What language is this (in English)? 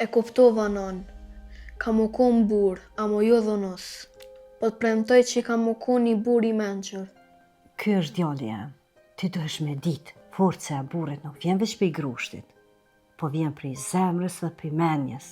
Albanian